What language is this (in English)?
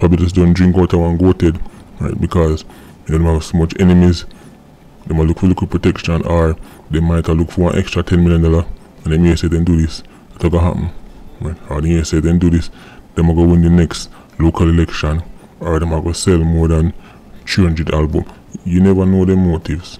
Jamaican Creole English